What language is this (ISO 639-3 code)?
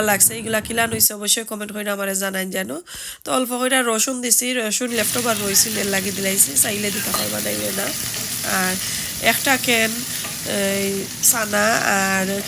syl